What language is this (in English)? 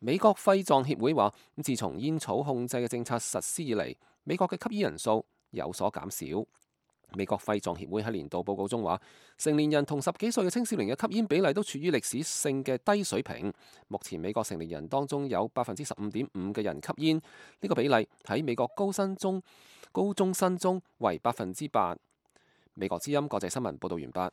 Cantonese